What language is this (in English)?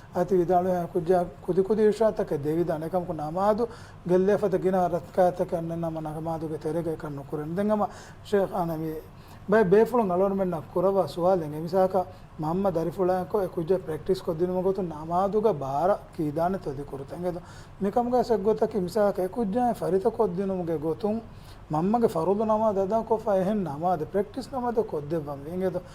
Divehi